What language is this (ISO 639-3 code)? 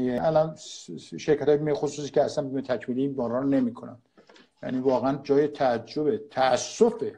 fas